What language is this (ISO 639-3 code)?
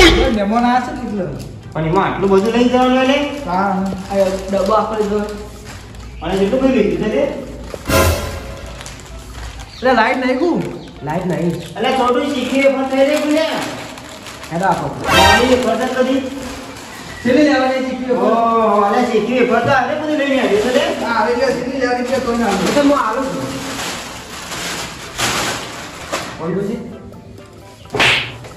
guj